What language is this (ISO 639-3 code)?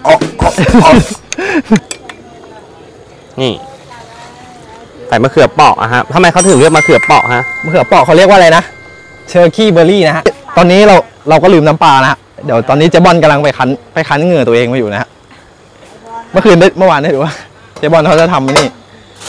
tha